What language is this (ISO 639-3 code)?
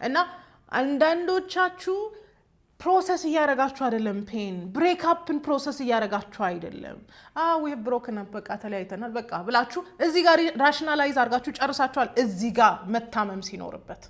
amh